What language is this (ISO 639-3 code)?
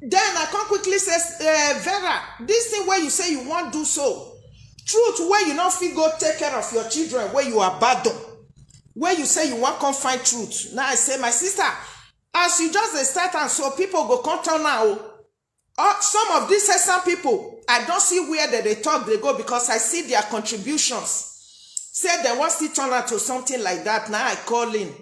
pcm